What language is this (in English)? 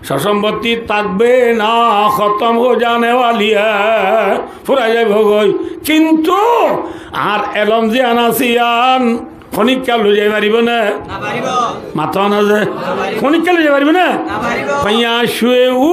Rohingya